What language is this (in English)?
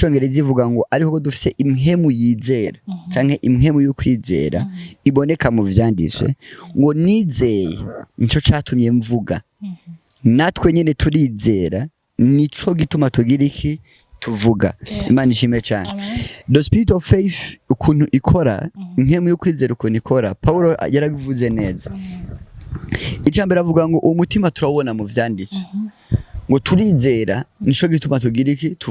Rundi